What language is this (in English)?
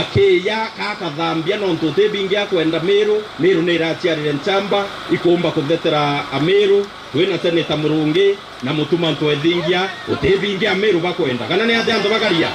Meru